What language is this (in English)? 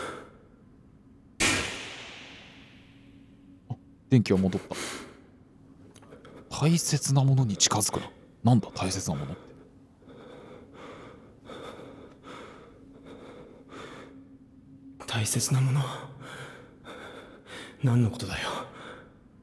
Japanese